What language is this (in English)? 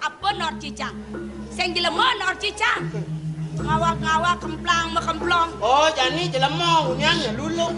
Balinese